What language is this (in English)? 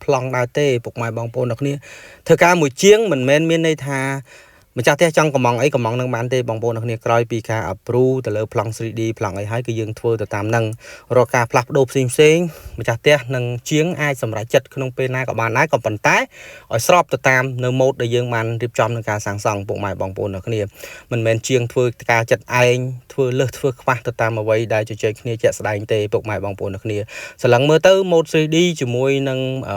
Khmer